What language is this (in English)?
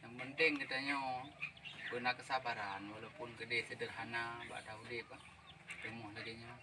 Achinese